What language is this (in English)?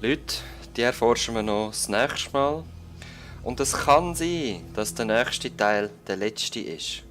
Swiss German